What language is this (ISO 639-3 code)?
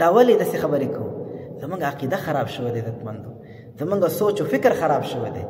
pus